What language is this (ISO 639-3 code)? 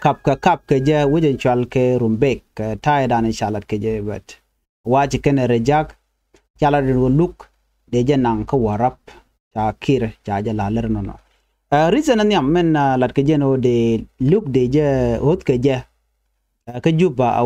nus